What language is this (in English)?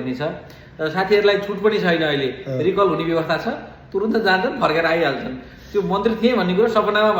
Nepali